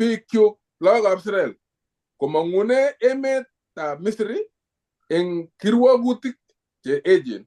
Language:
Kalenjin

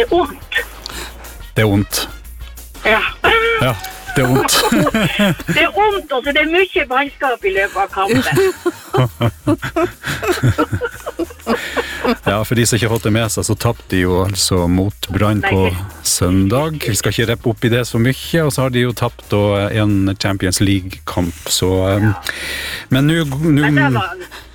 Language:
Norwegian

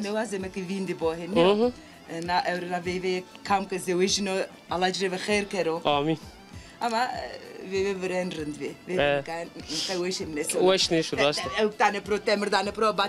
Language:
Zaza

